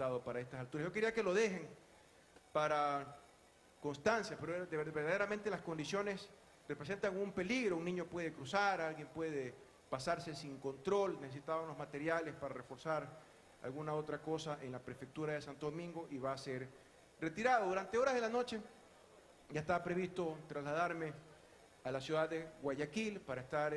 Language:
Spanish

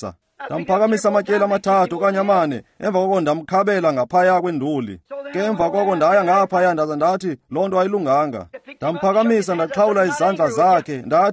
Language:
Xhosa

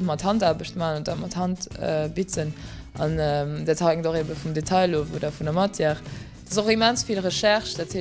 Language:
Luxembourgish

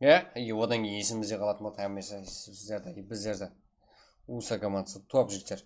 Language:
Kara-Kalpak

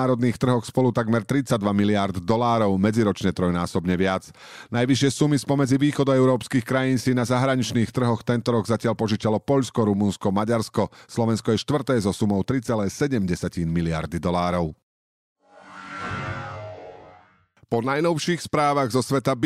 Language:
Slovak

